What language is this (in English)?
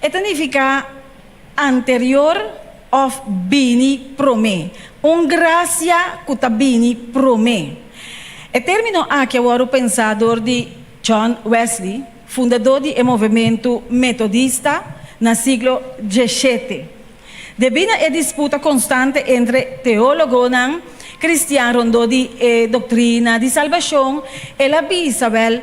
Papiamento